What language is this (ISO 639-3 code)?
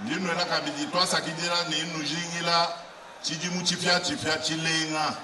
lua